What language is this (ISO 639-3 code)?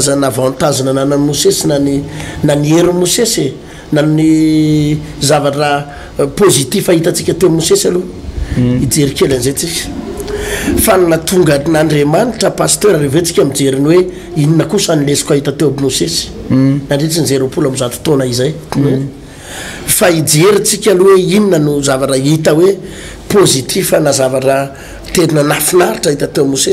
mlg